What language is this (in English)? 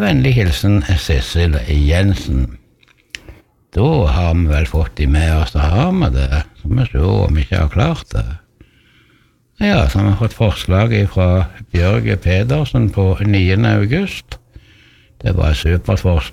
Norwegian